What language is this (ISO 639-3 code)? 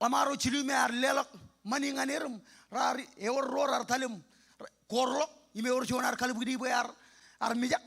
mah